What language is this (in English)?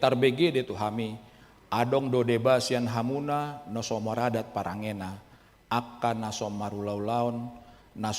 Batak Toba